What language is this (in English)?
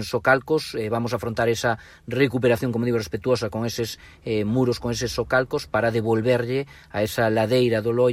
Galician